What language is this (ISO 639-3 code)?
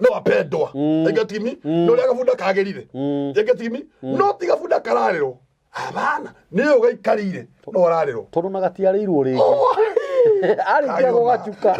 kik